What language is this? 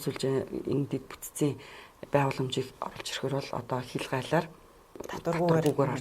Mongolian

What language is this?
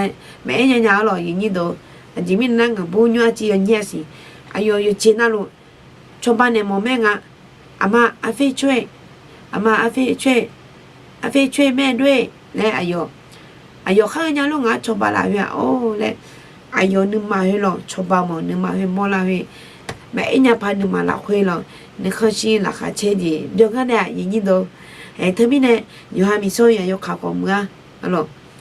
Akha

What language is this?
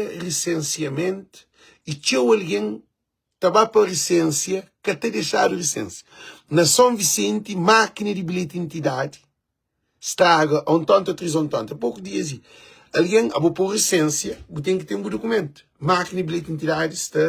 Kabuverdianu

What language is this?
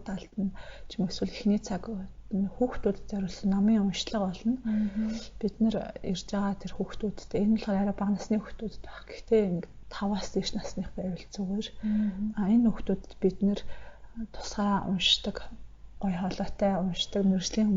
Mongolian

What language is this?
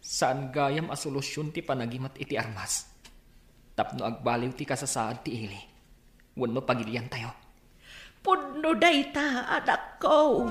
Iloko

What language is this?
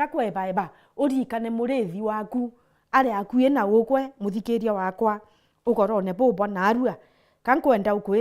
Meru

